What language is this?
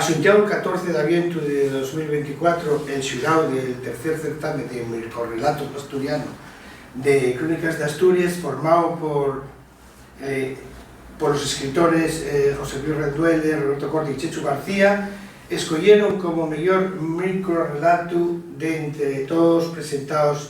Asturian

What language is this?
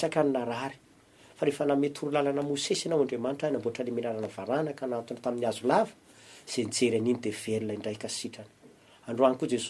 Malagasy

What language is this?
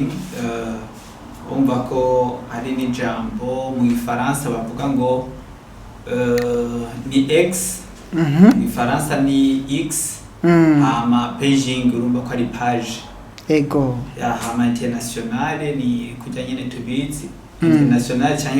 Rundi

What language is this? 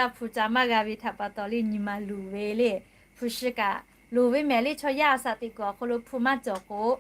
Lahu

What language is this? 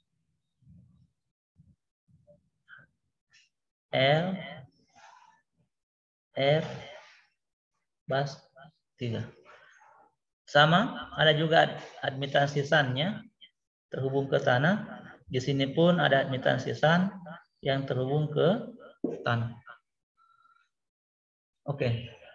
Indonesian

